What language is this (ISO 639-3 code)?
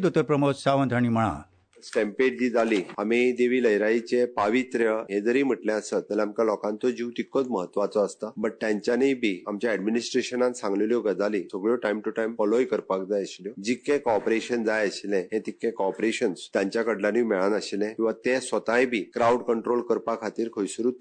kok